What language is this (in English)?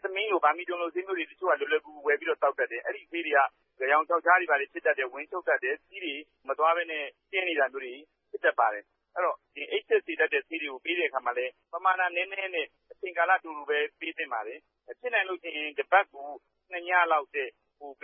Burmese